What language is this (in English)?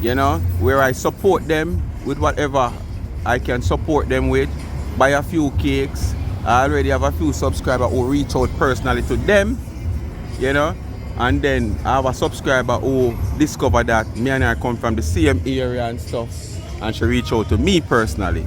Jamaican Creole English